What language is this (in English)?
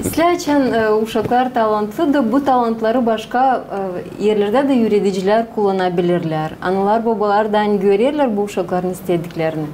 Gagauz